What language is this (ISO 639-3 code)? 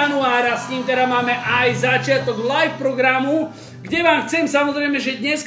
slk